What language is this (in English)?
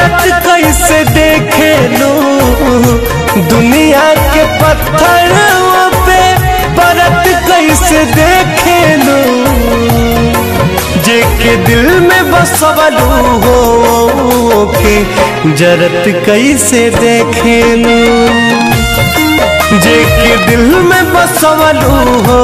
Bhojpuri